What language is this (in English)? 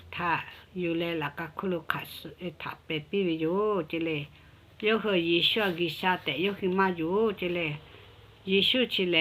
Lahu